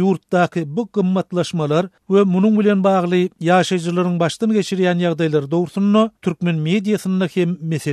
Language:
Turkmen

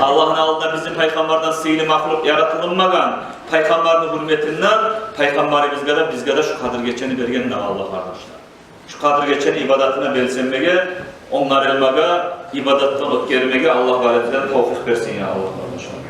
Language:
Kumyk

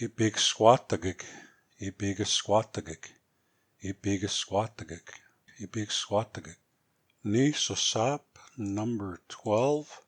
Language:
Plains Cree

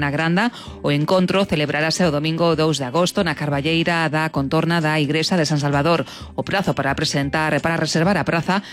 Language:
Galician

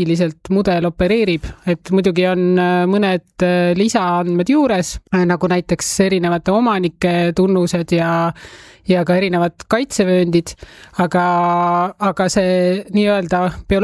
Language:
Estonian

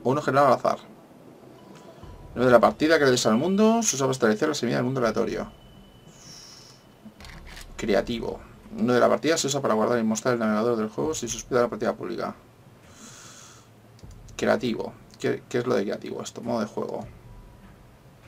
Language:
Spanish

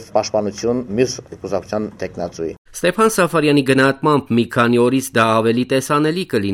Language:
Armenian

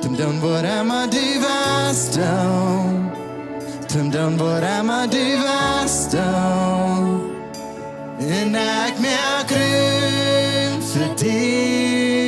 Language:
Plautdietsch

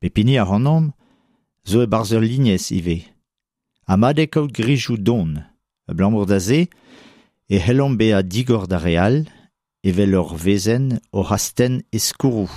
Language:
Breton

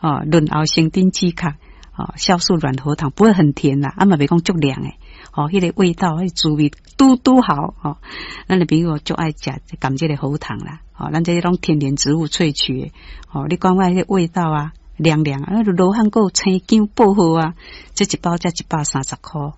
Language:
Min Nan Chinese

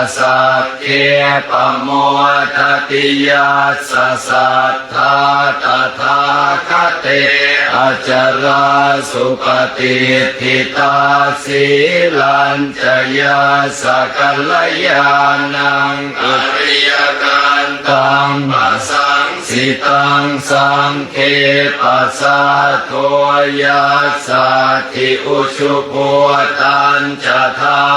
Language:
Pali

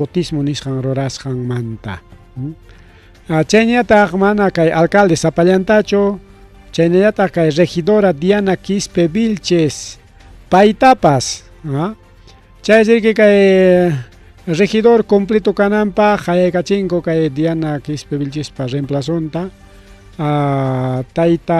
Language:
Ayacucho Quechua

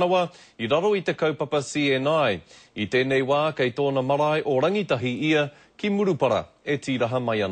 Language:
Māori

